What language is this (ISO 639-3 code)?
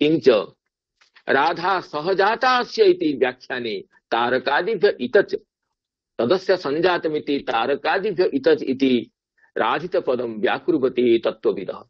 san